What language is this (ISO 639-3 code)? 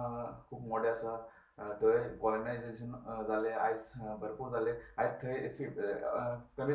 kok